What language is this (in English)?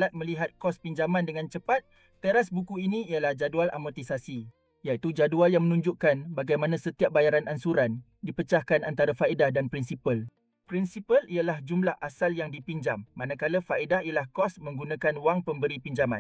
Malay